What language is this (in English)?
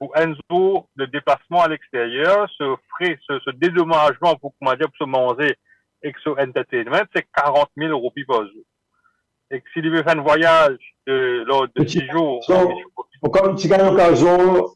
Morisyen